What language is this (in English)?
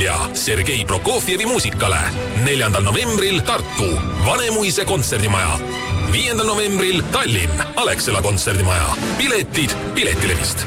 Estonian